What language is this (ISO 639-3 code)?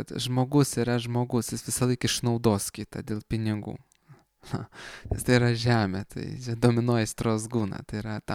lit